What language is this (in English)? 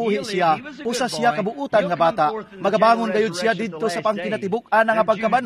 Cebuano